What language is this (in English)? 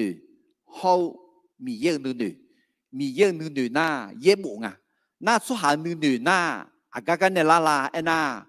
Akha